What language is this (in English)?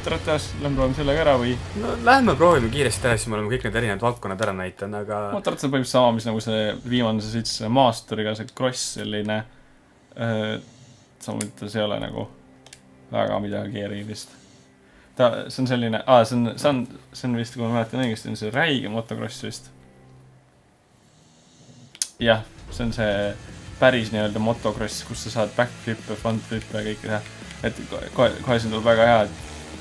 Estonian